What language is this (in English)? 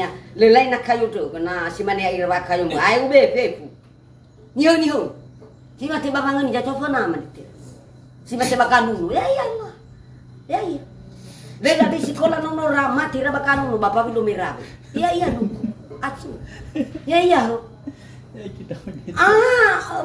Nias